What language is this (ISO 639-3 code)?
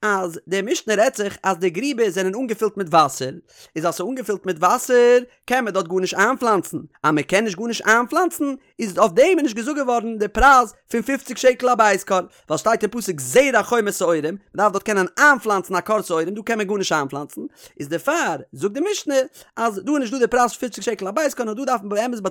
yid